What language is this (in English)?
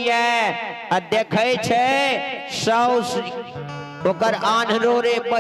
Maithili